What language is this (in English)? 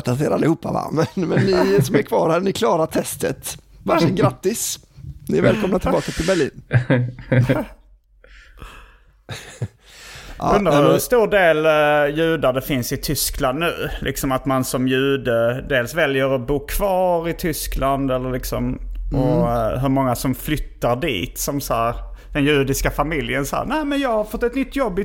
Swedish